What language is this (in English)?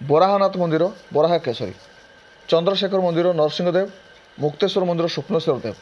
Odia